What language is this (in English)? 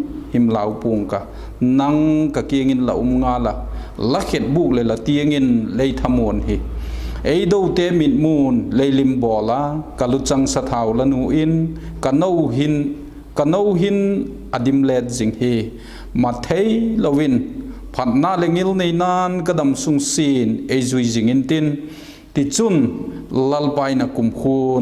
Vaiphei